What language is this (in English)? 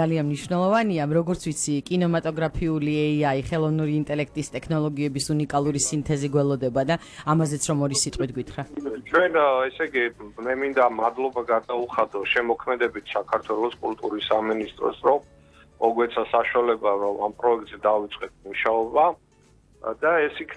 Georgian